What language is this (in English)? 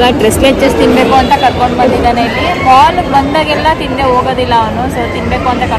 Kannada